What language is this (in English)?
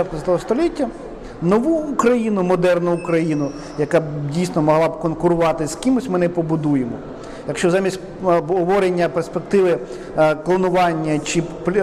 Ukrainian